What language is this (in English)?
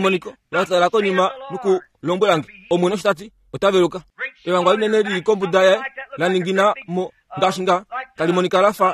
Kuanyama